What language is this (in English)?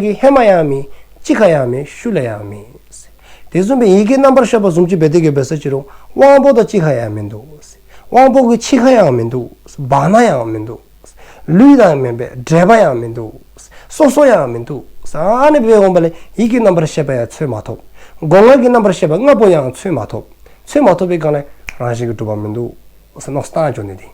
Dzongkha